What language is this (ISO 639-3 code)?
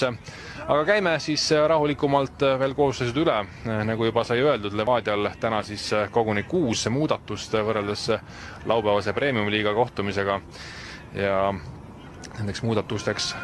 est